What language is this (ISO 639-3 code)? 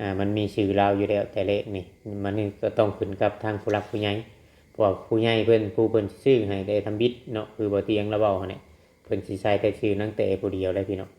lao